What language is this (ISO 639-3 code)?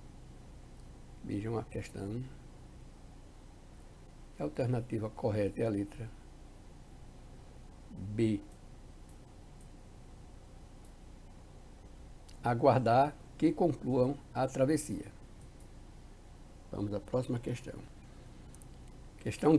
por